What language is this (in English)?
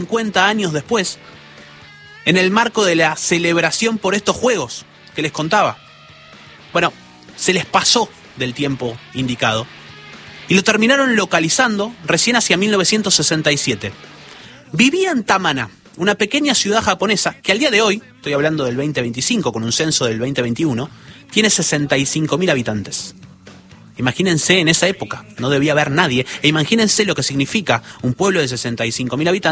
Spanish